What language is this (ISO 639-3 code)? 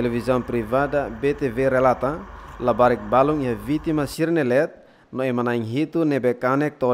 tet